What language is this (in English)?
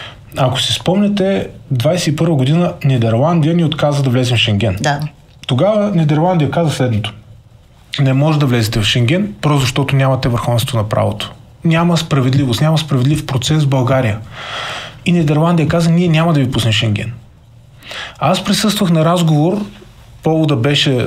Bulgarian